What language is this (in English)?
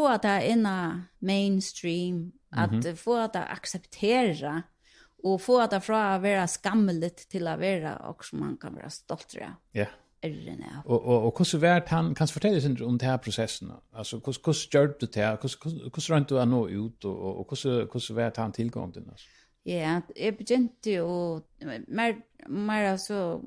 Faroese